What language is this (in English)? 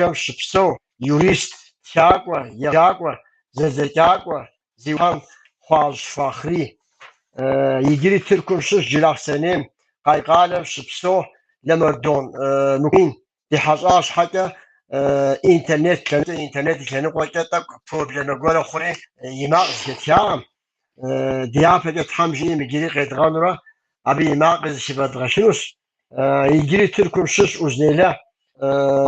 Kabardian